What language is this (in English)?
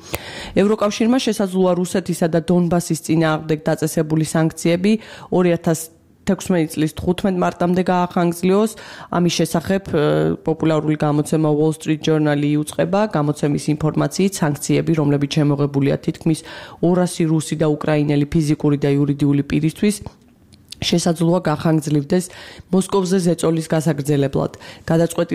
Georgian